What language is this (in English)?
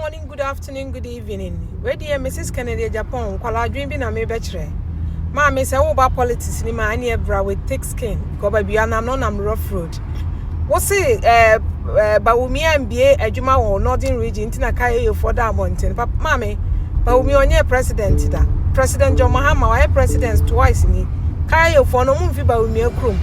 Akan